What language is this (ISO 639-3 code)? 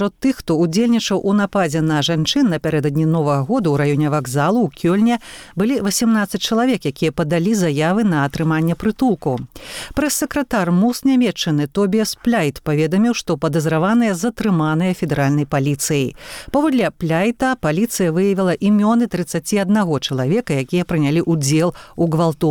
bel